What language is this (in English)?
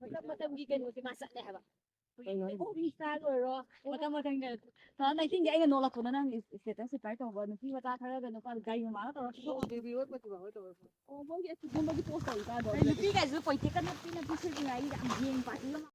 Manipuri